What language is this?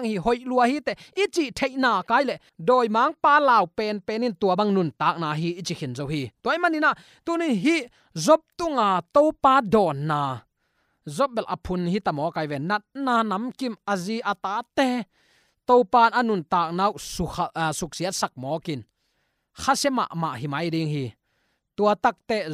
Tedim Chin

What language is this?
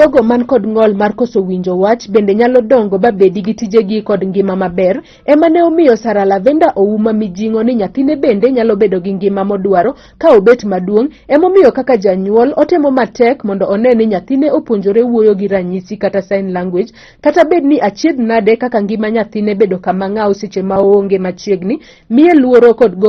Luo (Kenya and Tanzania)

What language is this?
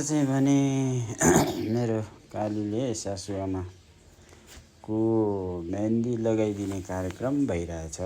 Nepali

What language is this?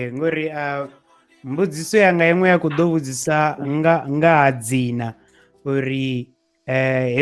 Venda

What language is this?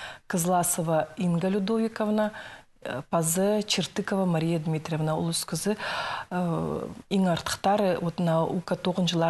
Khakas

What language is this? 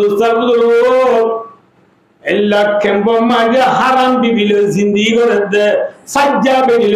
Rohingya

